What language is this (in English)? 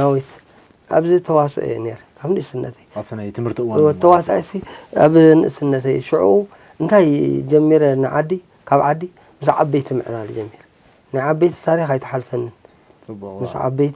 Tigrinya